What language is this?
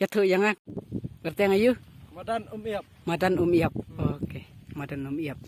Khasi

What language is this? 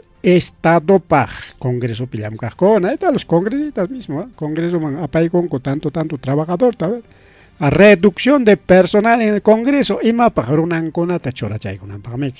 Ayacucho Quechua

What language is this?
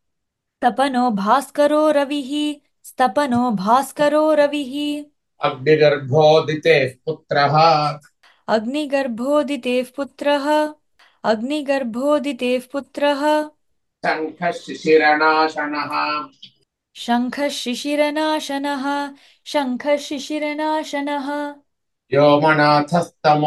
Sanskrit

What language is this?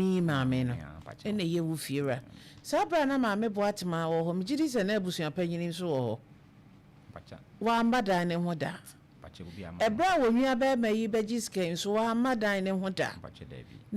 Akan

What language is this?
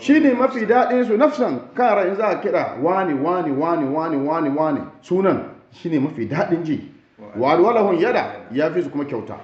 Hausa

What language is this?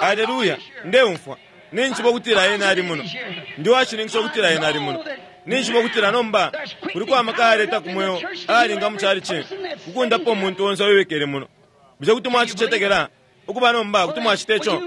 Bemba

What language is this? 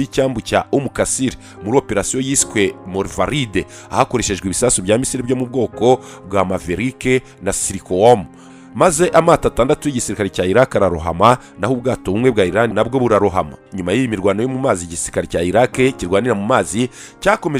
Kinyarwanda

